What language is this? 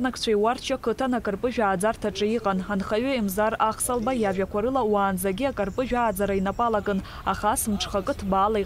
Abkhazian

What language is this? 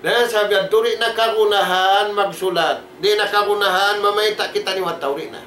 Tausug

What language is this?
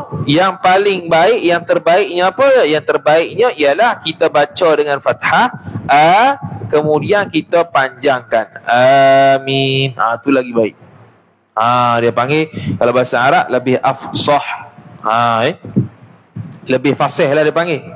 Malay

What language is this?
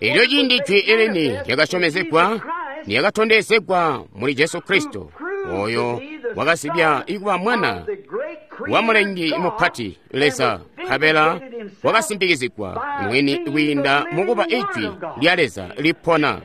Tonga (Zambia)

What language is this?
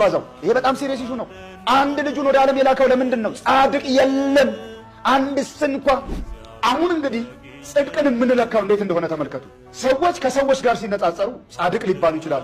Amharic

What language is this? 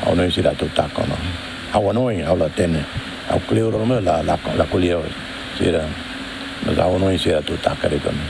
Tetum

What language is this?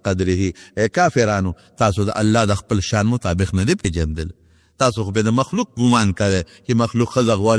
Pashto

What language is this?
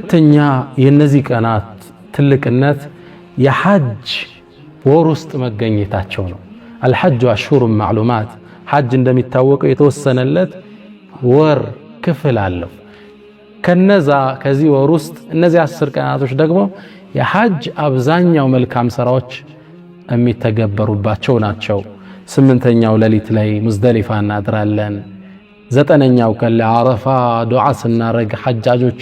Amharic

